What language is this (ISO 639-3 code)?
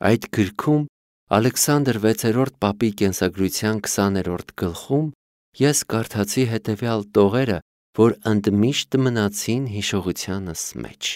hye